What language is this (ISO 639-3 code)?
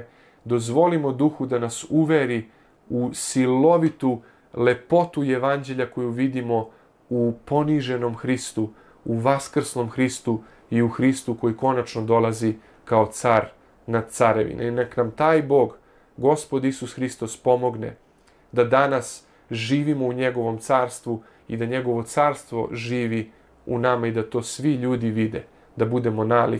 srp